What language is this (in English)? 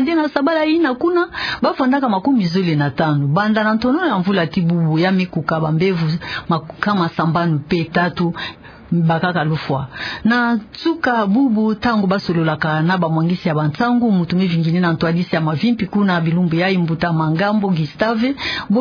Kituba (Democratic Republic of Congo)